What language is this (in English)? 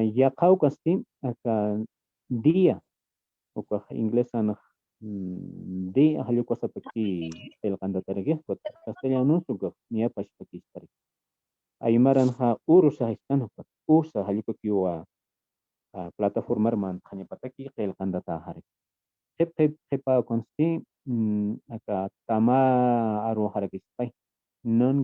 Aymara